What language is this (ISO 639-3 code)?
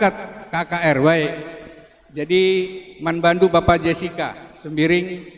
btx